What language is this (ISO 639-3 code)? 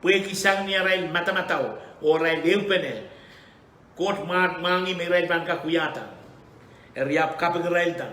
pon